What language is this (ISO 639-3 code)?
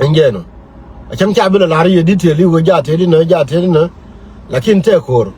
nus